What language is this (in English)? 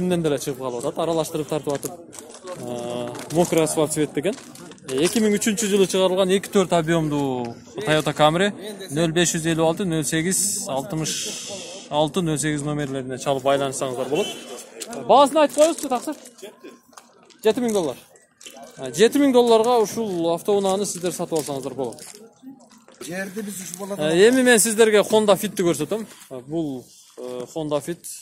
Kyrgyz